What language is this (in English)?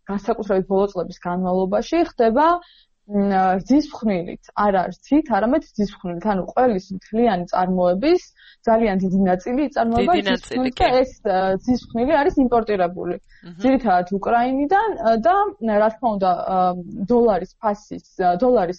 Georgian